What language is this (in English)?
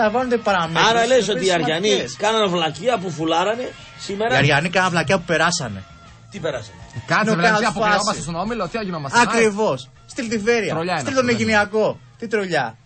Greek